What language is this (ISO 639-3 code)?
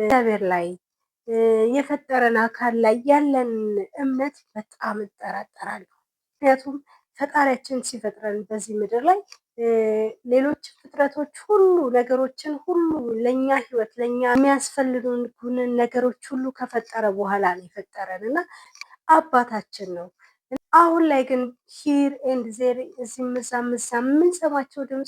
amh